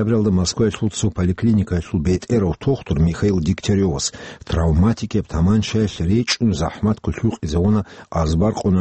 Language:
Avaric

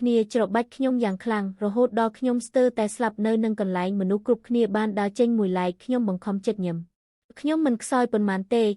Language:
Khmer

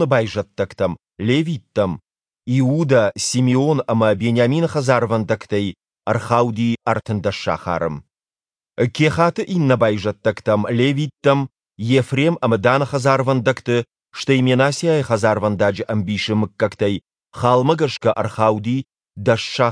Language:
Ossetic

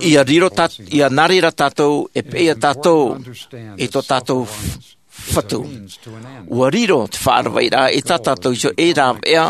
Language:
Tahitian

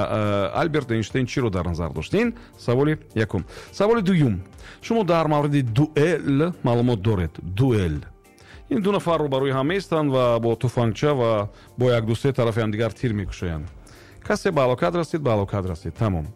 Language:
Tajik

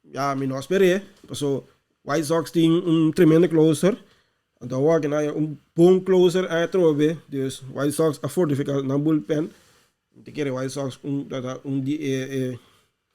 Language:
Papiamento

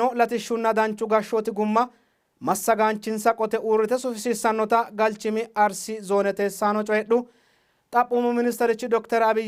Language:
Sidamo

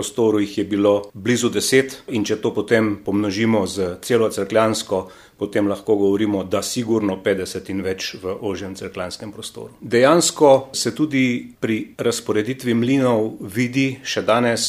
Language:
Slovenian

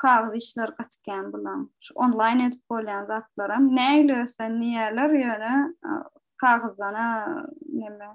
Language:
Turkmen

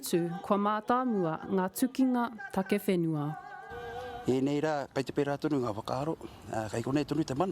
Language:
Māori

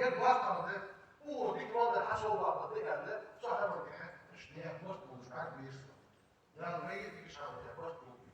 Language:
Ingush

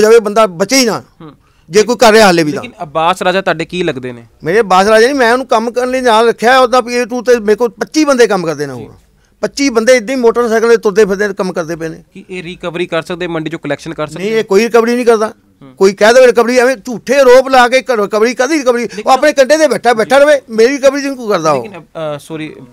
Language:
Punjabi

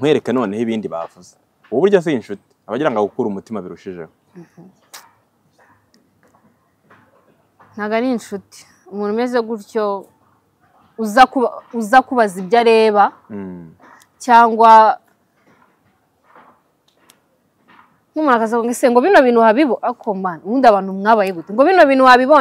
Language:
Kinyarwanda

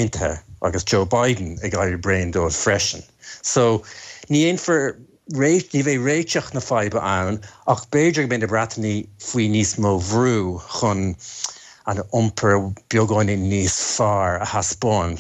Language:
Irish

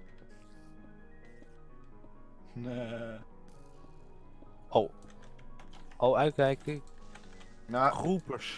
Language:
Dutch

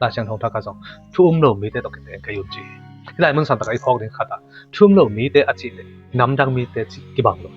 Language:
Tedim Chin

